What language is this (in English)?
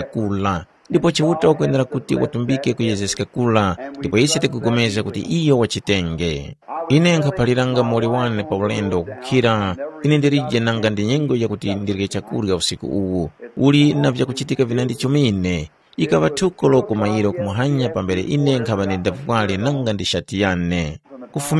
Tumbuka